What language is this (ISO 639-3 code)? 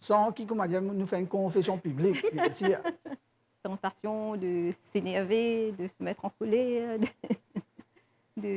mfe